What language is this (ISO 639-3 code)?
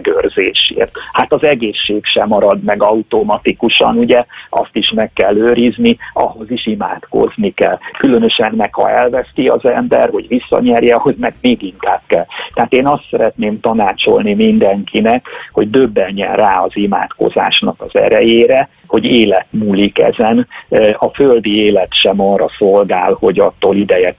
hun